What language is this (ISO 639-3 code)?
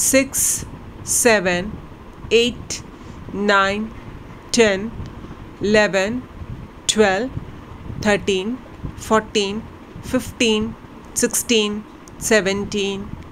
mal